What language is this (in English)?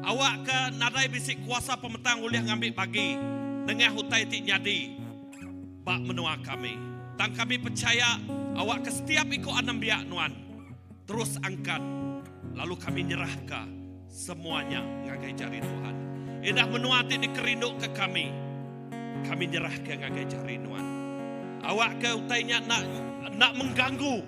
Iban